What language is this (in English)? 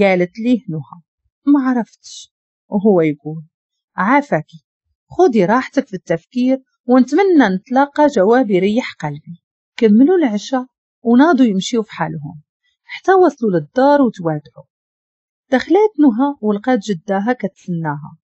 Moroccan Arabic